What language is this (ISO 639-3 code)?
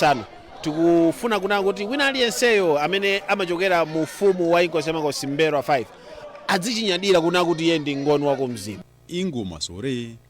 nya